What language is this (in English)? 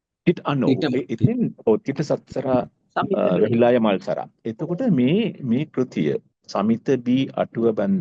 Sinhala